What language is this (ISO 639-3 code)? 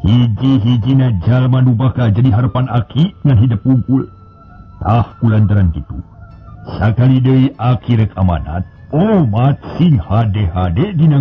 sun